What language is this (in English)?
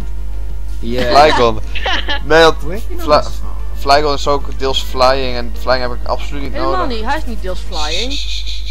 Dutch